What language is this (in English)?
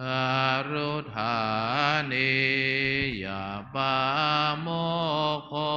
Pali